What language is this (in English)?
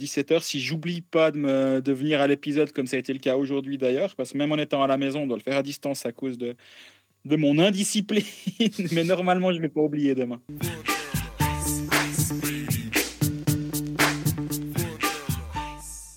French